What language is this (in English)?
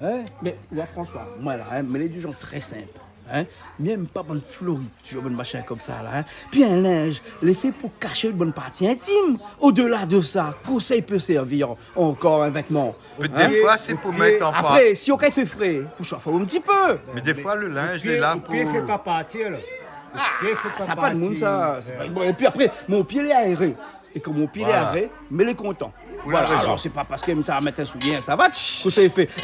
Réunion Creole French